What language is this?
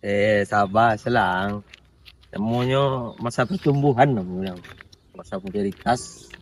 Minangkabau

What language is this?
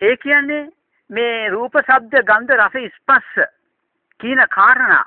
Sinhala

